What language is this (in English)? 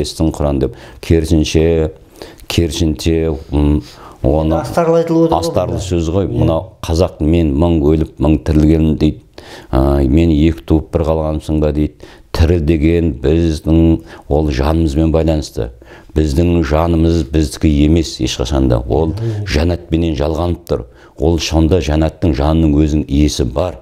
Kazakh